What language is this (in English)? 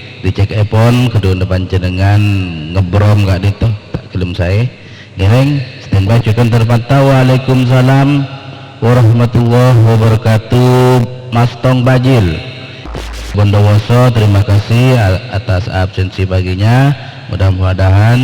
Madurese